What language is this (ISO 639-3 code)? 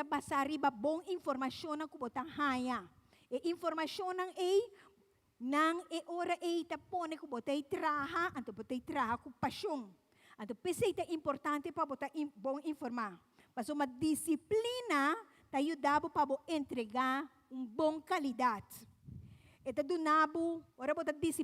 pap